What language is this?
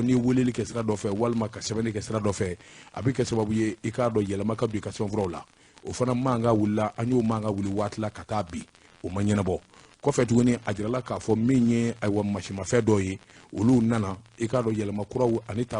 Bambara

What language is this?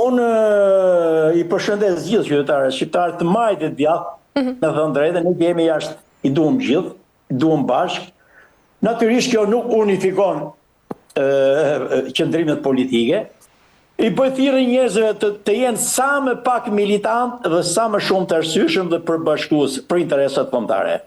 Albanian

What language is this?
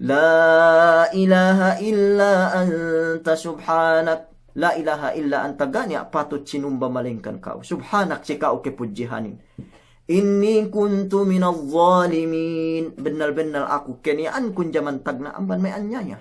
Yakan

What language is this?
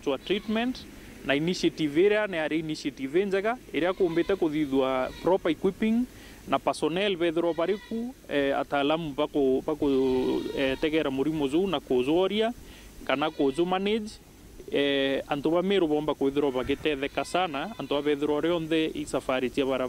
Meru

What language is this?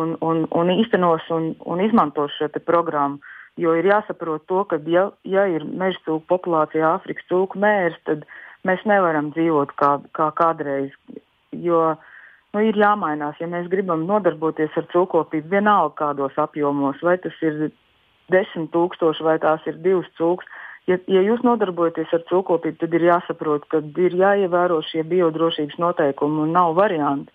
Latvian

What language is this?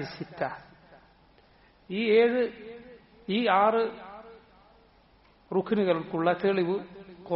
Malayalam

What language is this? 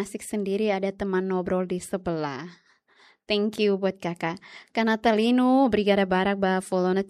Tetum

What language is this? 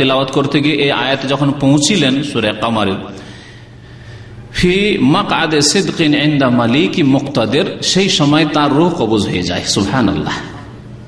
Bangla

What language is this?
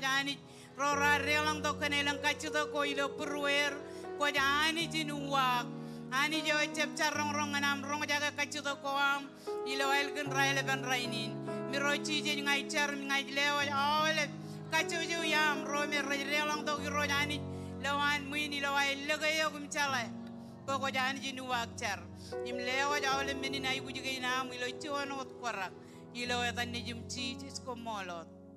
Marshallese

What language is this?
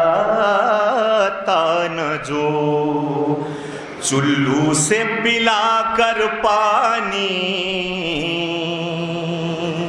Urdu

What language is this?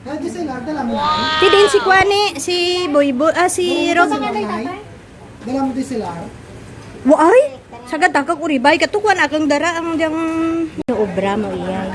Hiligaynon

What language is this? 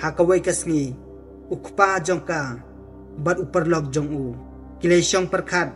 Khasi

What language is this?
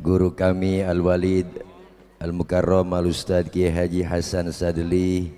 Betawi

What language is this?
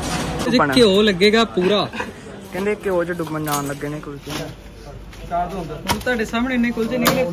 Punjabi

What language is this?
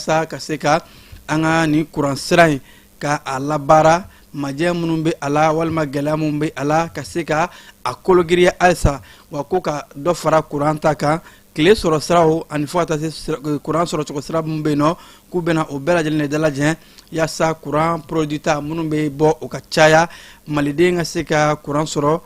Bambara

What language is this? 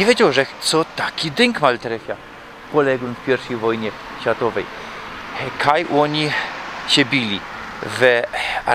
Silesian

